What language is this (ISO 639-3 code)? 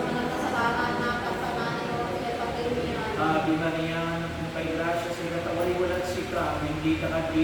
pag